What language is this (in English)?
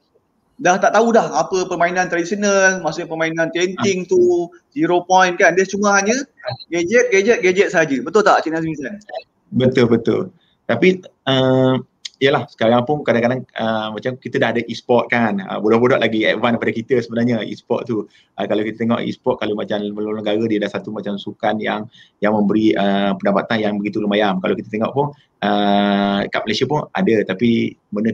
Malay